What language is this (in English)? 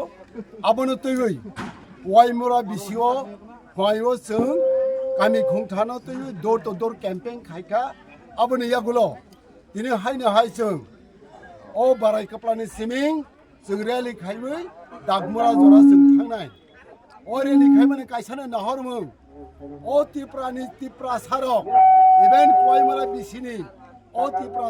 Kok Borok